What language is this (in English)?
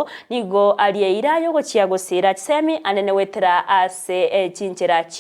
Gusii